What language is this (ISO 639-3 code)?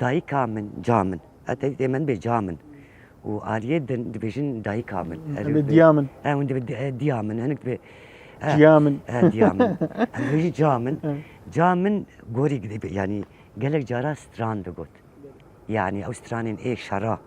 kur